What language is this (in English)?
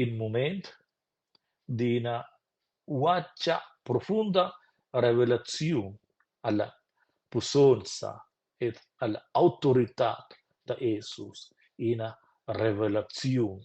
Romansh